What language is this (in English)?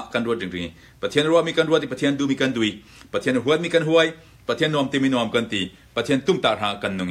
Hakha Chin